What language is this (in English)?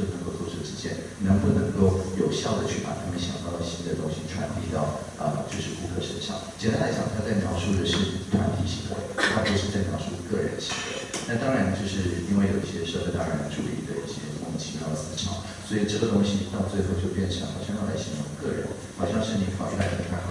Chinese